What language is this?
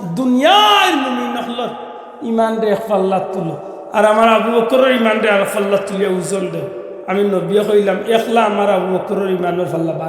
Sylheti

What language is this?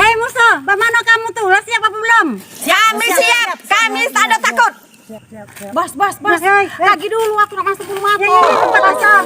Musi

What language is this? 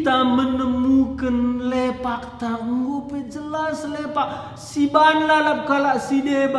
Batak Karo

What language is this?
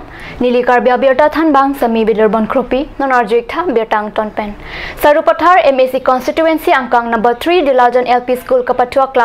Karbi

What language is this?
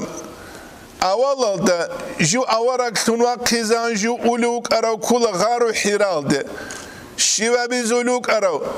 Avaric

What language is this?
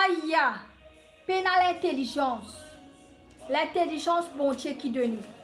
Morisyen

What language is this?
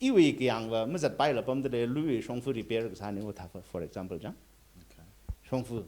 Tangkhul Naga (India)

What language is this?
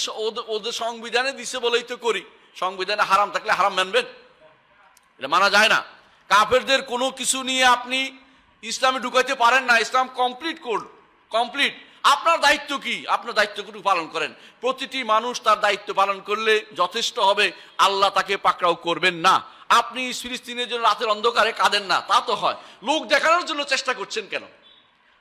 Bangla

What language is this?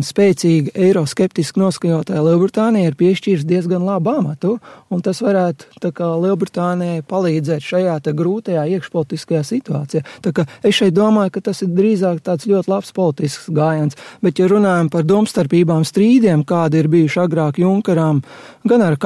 Latvian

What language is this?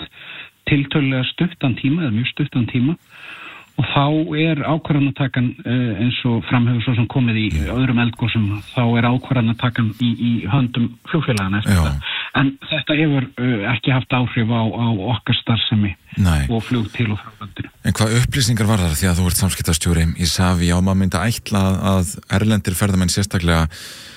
Icelandic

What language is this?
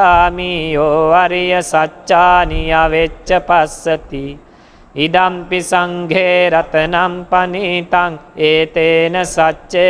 Pali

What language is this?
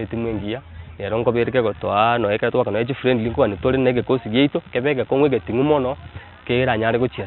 Gusii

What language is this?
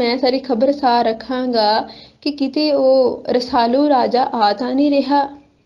Punjabi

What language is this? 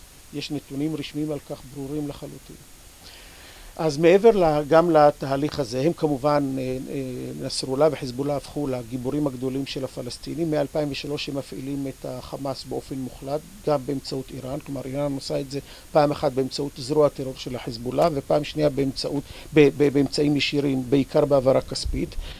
Hebrew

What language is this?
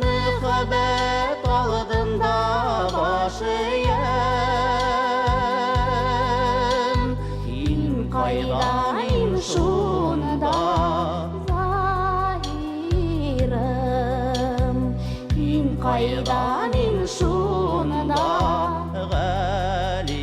Bashkir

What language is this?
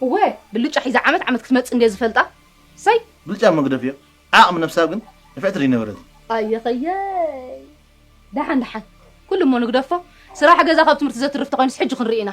Tigrinya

